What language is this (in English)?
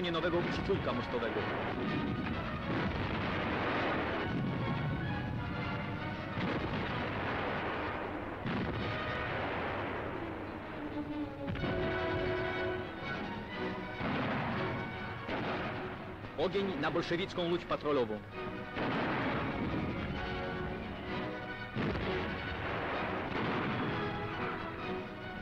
Polish